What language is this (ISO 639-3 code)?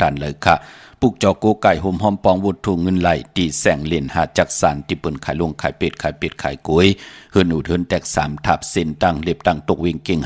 shn